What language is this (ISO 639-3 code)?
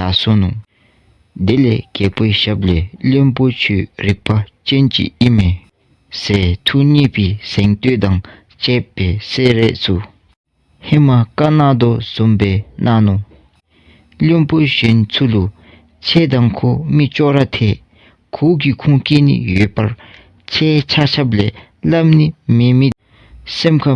dzo